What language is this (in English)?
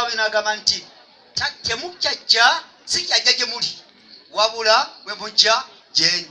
Ganda